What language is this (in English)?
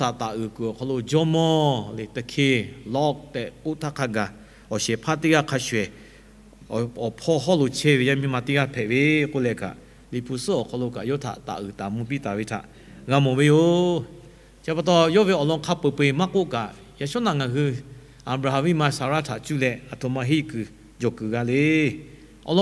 Lahu